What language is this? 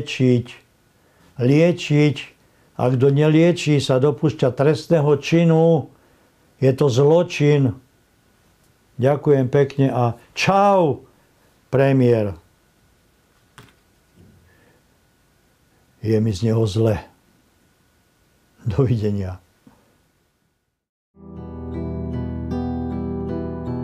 Slovak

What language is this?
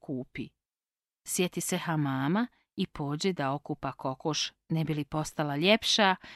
Serbian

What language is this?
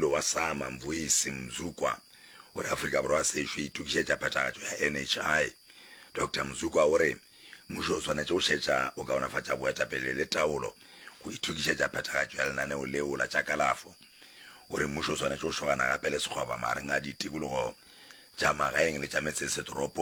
Northern Sotho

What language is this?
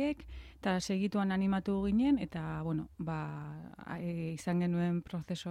Basque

